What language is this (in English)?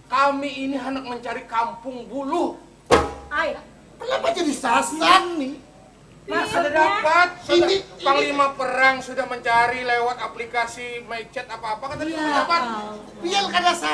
Banjar